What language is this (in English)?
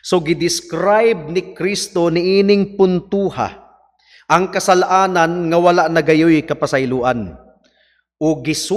Cebuano